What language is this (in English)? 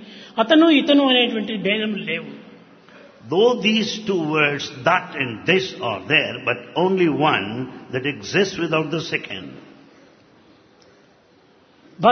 Telugu